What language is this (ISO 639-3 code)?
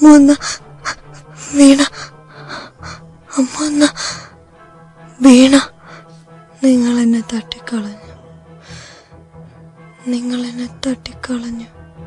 mal